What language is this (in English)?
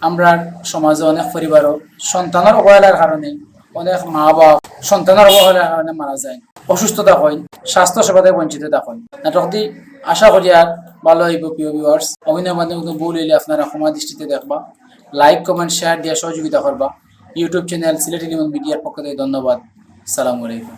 Sylheti